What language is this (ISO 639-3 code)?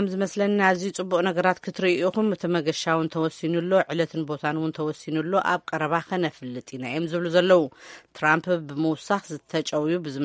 tir